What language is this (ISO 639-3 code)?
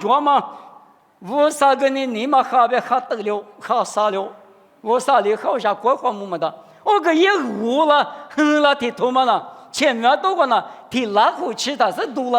lis